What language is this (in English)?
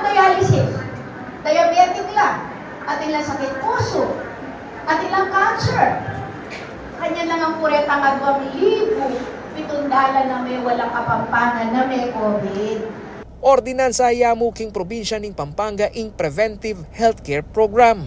Pampanga